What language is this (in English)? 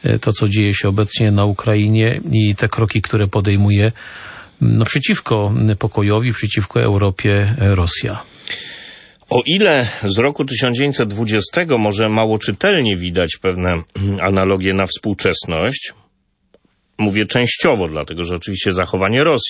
Polish